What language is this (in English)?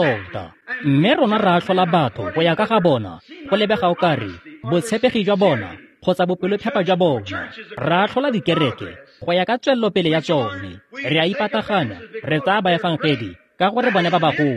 Tswana